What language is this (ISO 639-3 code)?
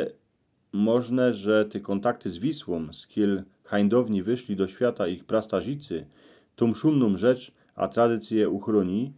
szl